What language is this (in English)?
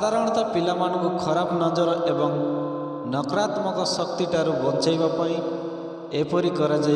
Odia